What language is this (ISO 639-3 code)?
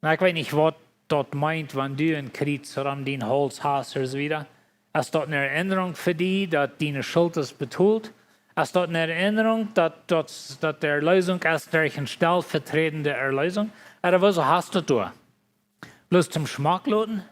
pdt